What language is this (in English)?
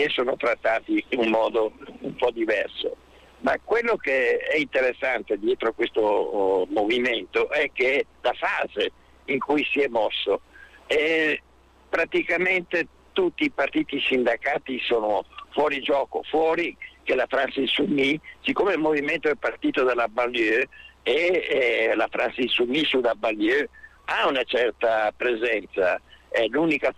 Italian